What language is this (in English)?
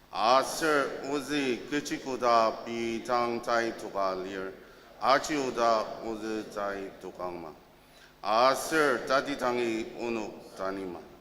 Ao Naga